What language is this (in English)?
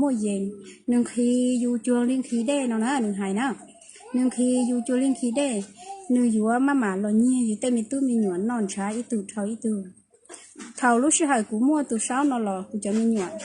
Hmong